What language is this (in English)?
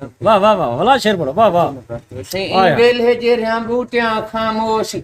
Saraiki